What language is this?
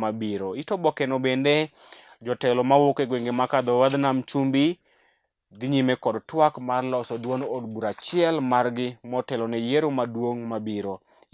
Luo (Kenya and Tanzania)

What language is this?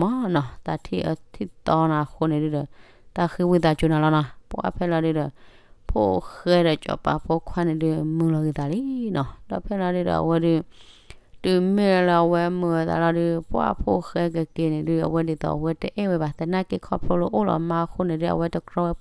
S'gaw Karen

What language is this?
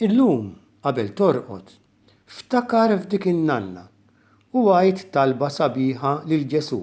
Maltese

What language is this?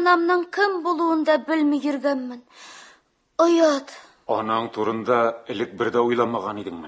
Tatar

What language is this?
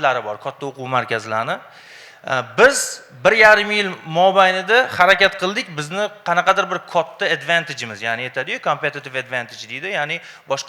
Uzbek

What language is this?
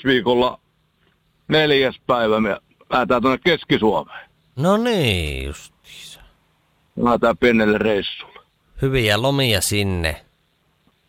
Finnish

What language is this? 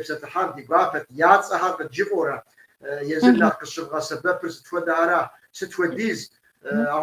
Kabardian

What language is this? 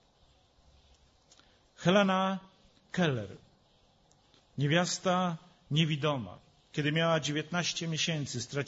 Polish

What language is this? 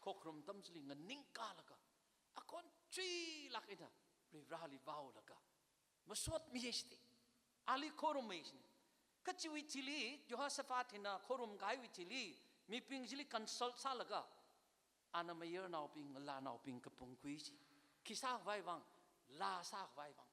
Tangkhul Naga (India)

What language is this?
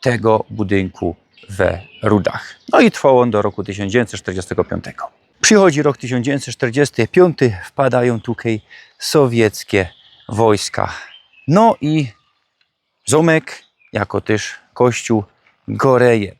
Silesian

